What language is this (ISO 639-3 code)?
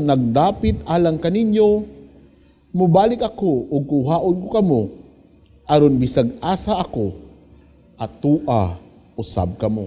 ceb